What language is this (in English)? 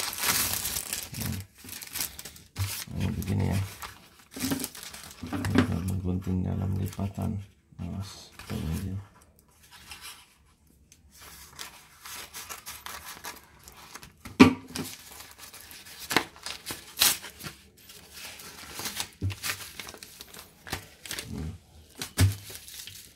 Indonesian